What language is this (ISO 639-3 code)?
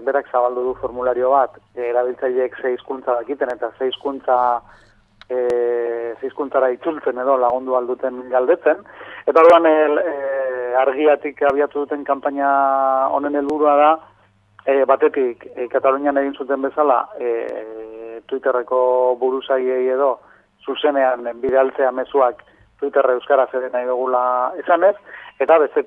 eus